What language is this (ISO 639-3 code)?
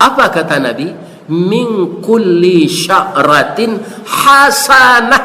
min